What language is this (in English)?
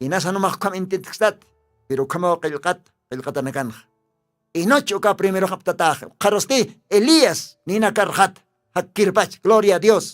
Aymara